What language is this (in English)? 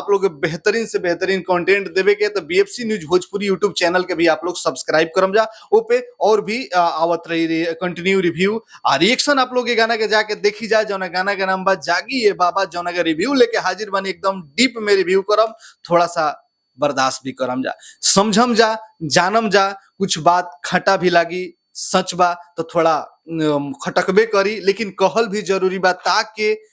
Bhojpuri